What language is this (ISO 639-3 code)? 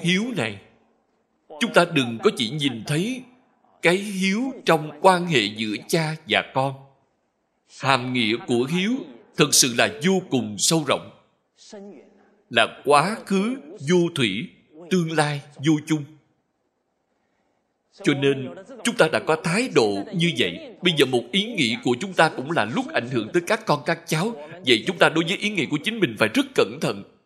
vie